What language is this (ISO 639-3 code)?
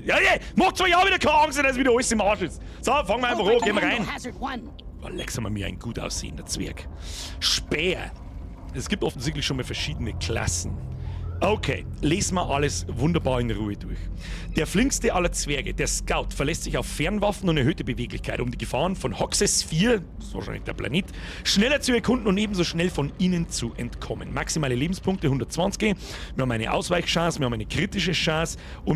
bar